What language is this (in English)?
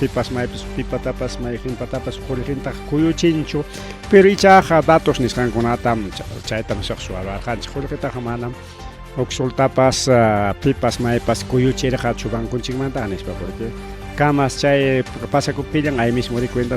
Ayacucho Quechua